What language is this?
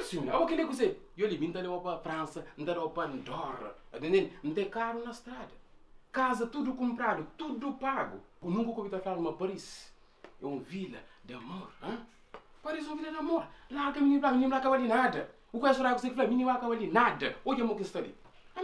Kabuverdianu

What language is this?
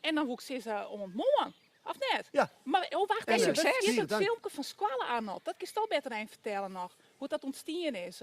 Western Frisian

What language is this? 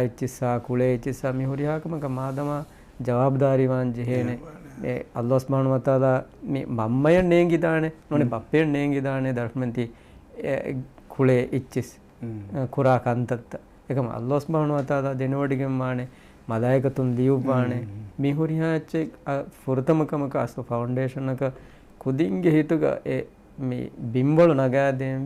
Divehi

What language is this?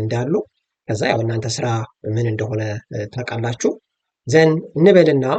Amharic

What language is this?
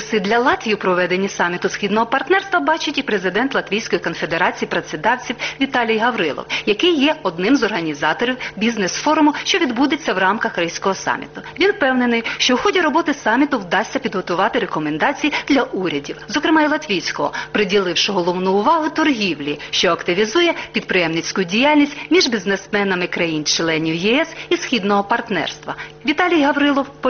Ukrainian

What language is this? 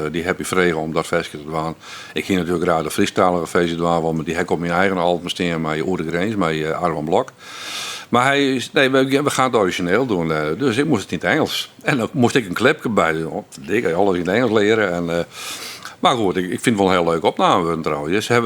Western Frisian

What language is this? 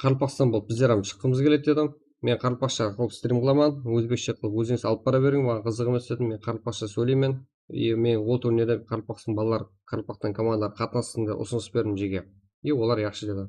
Kara-Kalpak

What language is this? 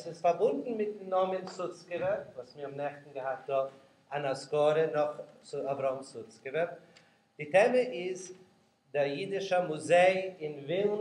Yiddish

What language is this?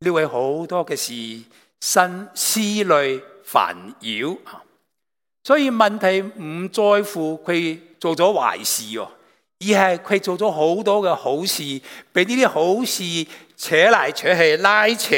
Cantonese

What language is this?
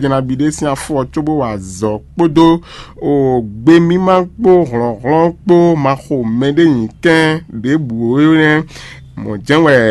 Fon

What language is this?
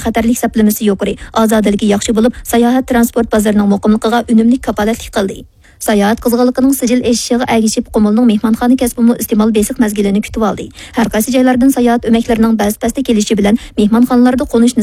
Uyghur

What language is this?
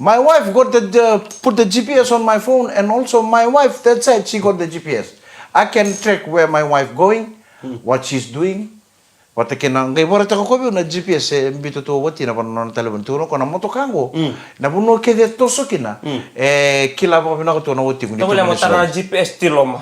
Fijian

